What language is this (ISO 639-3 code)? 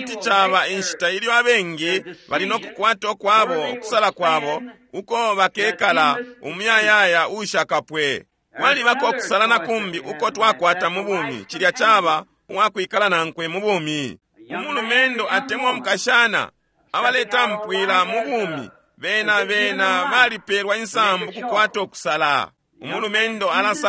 bem